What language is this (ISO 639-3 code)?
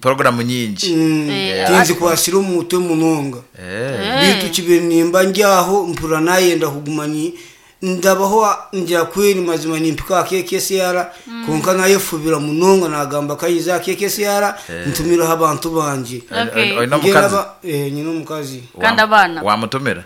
nyn